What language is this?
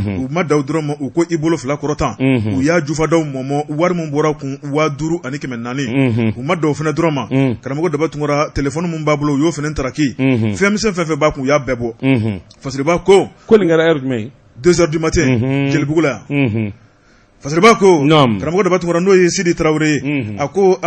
Bambara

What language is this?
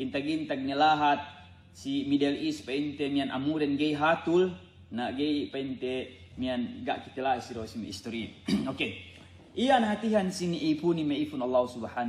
Yakan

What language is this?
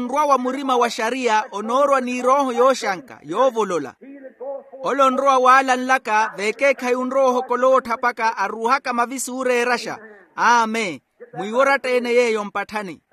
Makhuwa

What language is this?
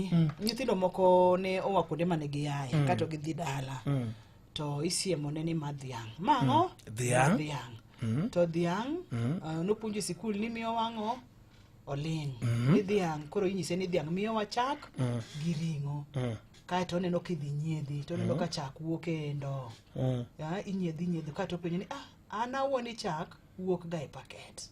Luo (Kenya and Tanzania)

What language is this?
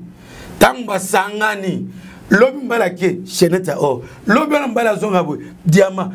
Lingala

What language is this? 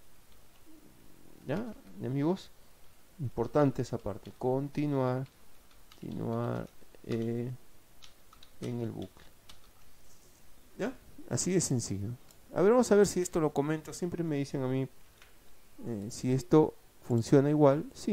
Spanish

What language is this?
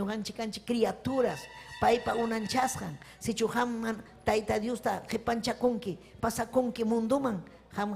Ayacucho Quechua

